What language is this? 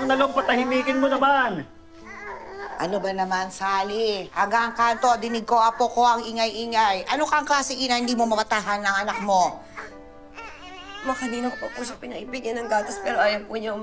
Filipino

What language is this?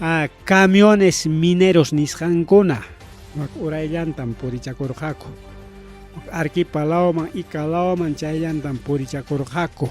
Ayacucho Quechua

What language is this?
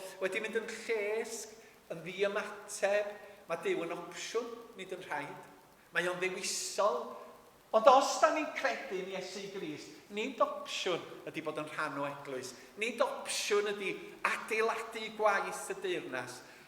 Welsh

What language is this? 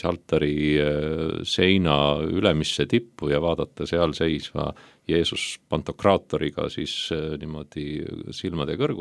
Estonian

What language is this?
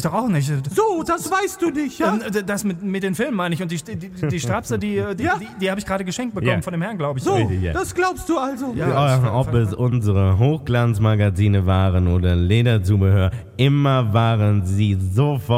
German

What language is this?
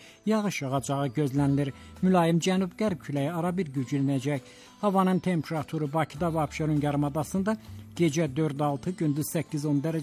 Azerbaijani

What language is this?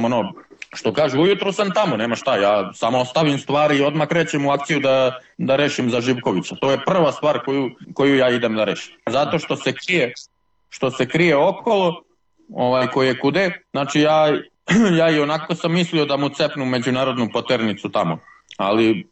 Serbian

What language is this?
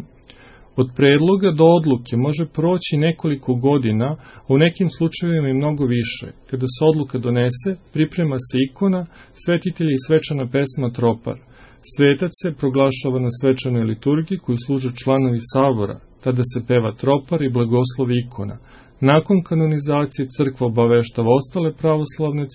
Serbian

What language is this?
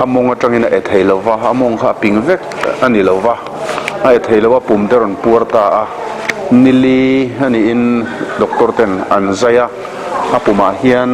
Mizo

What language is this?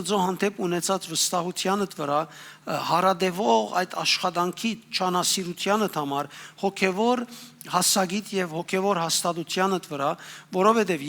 Western Armenian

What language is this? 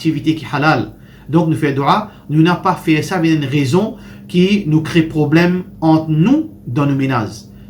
Morisyen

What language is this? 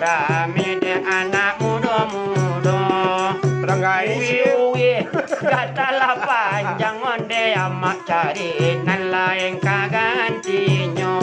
Minangkabau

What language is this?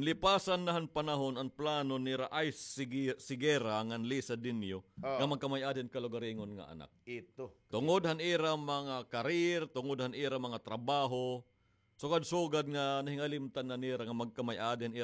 Waray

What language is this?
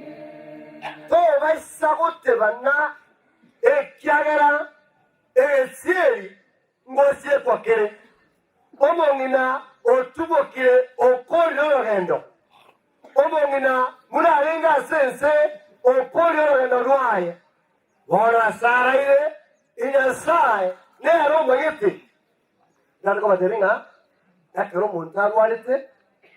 Gusii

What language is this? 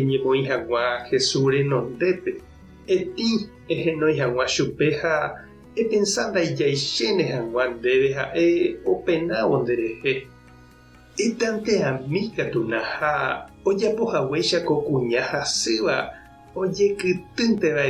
Guarani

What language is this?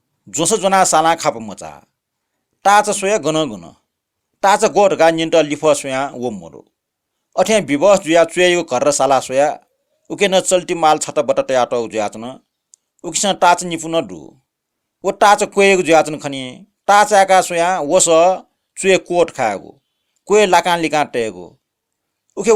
Newari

